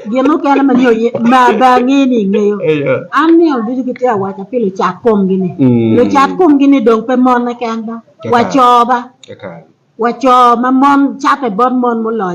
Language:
Acoli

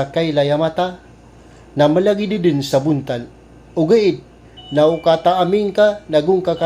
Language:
Maranao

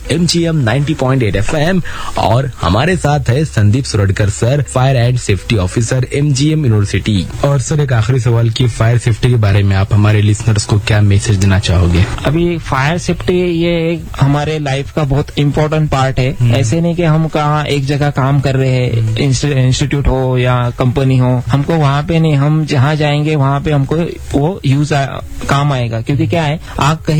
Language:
Hindi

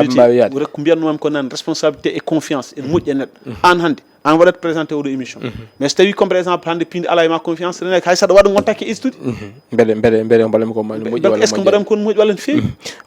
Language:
Fula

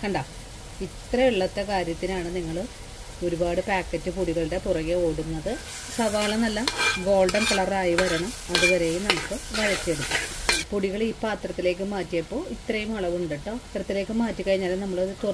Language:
Malayalam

